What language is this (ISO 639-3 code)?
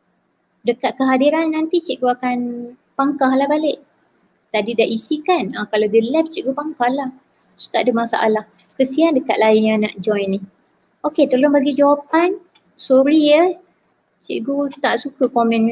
msa